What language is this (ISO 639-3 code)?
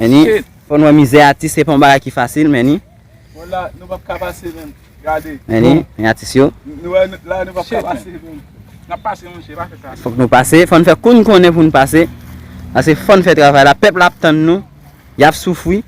hat